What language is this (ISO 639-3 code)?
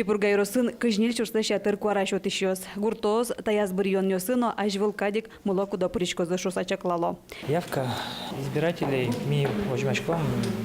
udm